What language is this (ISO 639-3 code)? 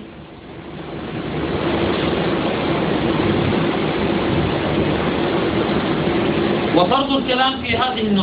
ara